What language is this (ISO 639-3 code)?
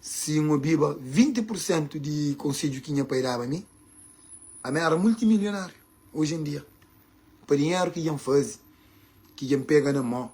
kea